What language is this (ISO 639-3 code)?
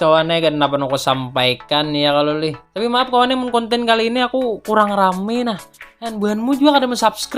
bjn